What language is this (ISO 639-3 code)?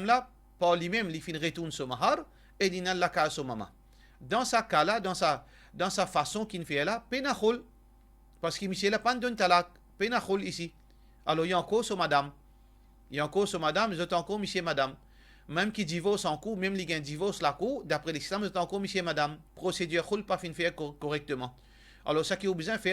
mfe